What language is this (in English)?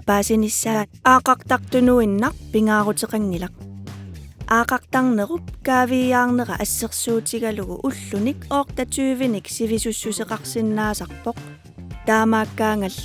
Kalaallisut